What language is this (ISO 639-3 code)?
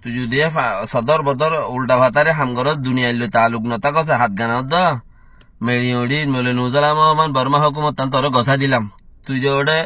rhg